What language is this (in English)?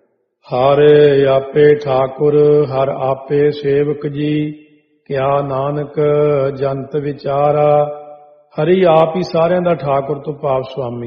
Punjabi